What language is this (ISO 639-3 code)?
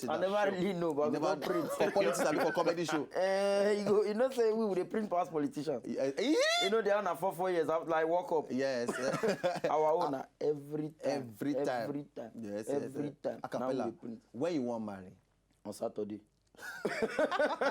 pcm